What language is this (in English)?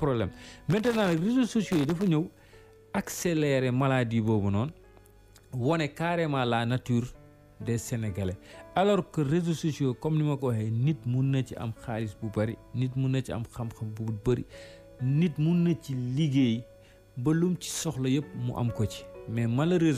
Wolof